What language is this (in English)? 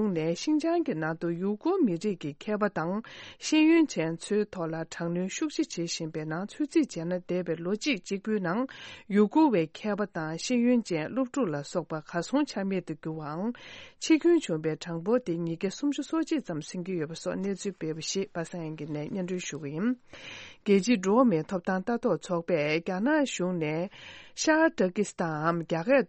Tibetan